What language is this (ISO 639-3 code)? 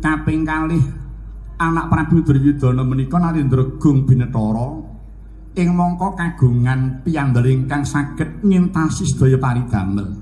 jav